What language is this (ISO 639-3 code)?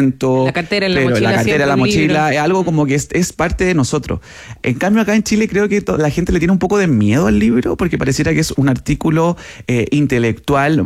spa